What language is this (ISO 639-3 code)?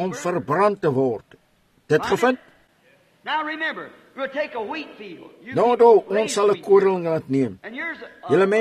afr